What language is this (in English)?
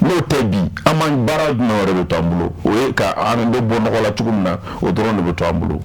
Bambara